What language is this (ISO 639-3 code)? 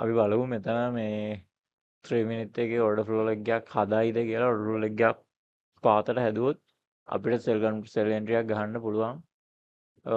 sin